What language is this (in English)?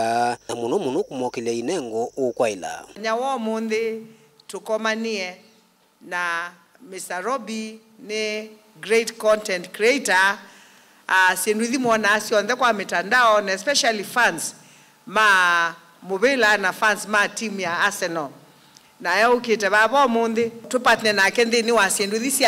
Kamba